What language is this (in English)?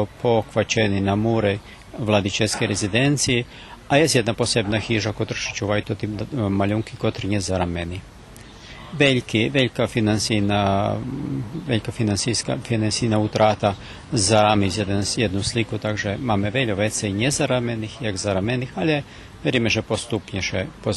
Rusyn